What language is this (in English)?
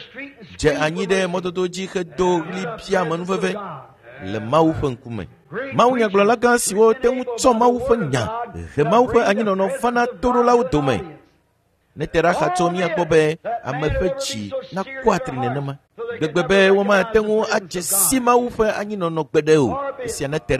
Ewe